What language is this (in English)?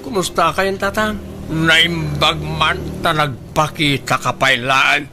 Iloko